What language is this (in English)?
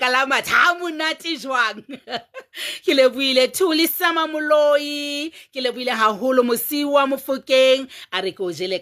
Southern Sotho